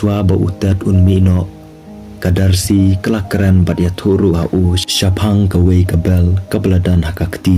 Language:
Khasi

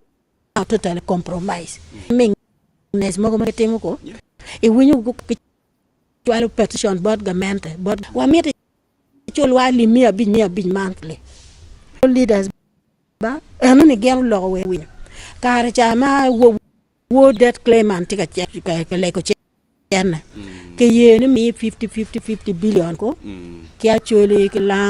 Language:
Acoli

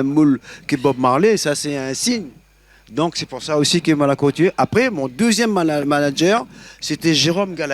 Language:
Réunion Creole French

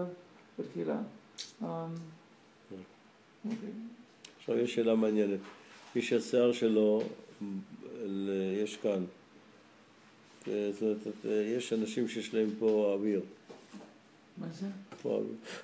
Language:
Hebrew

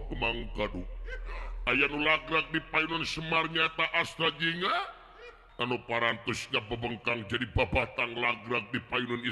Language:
Sundanese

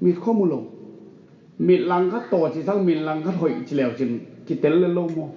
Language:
Tedim Chin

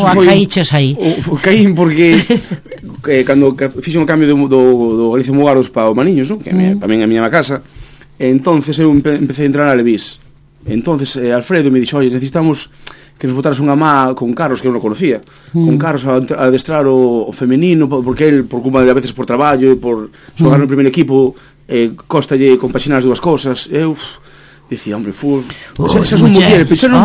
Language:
Galician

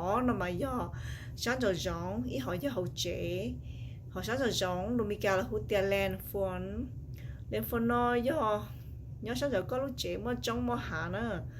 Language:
Hmong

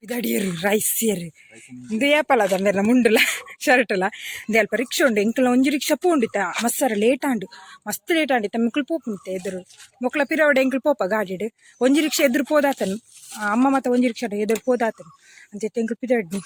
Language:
Tulu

